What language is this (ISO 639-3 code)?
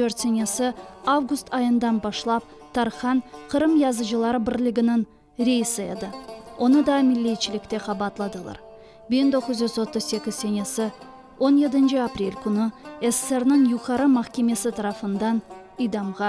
crh